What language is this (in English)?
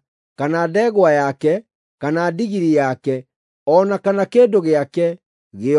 Kikuyu